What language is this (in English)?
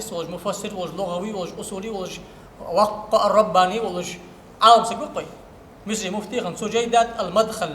Ingush